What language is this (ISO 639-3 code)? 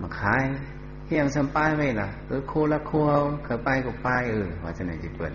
shn